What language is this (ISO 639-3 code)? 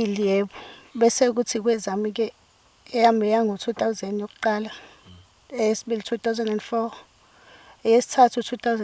zul